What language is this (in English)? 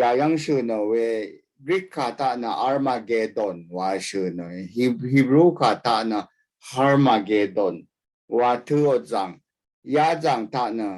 Rawang